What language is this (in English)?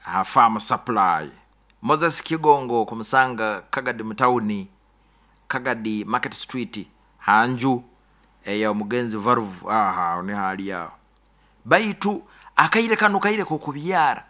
Nyoro